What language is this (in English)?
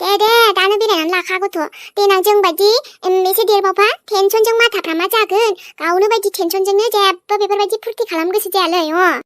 Bodo